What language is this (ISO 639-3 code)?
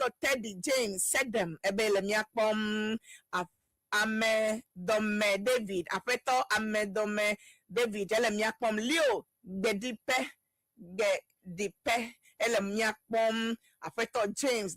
ewe